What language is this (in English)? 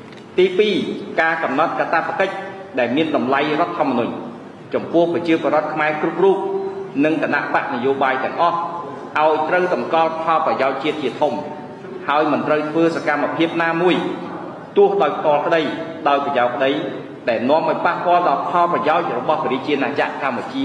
Khmer